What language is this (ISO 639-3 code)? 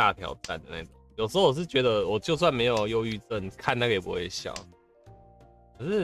zho